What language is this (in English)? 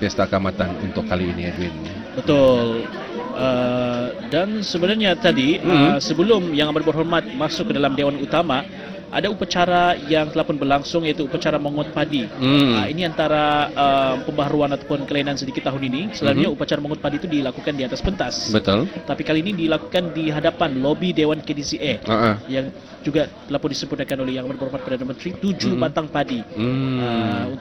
Malay